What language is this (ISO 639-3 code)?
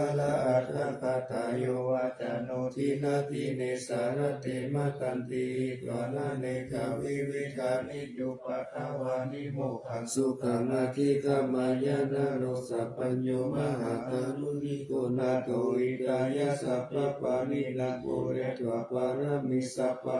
pli